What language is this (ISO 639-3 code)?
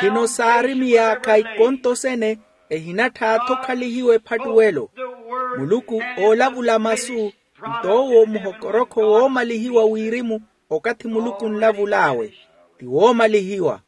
vmw